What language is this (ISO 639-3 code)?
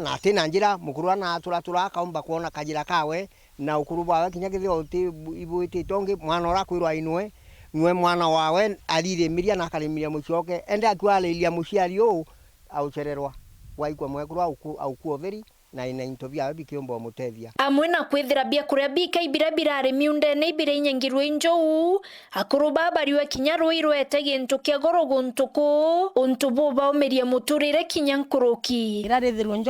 mer